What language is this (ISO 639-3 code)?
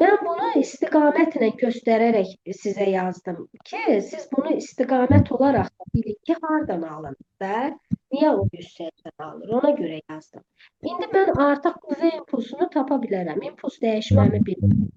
aze